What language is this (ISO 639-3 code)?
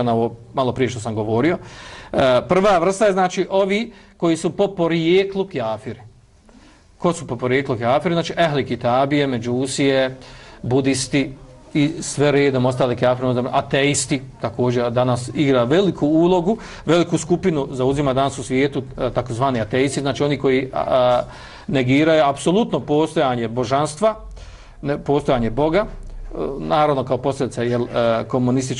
bos